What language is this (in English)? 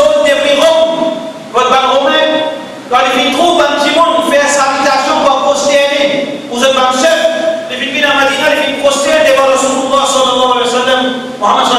Morisyen